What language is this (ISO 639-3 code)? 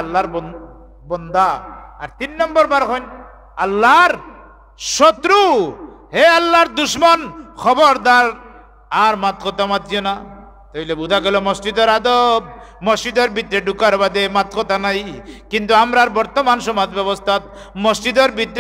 syl